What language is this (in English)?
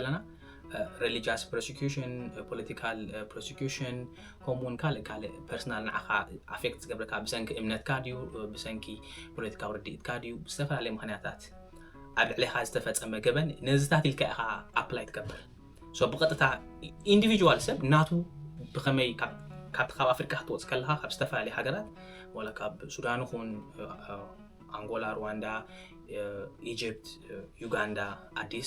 Tigrinya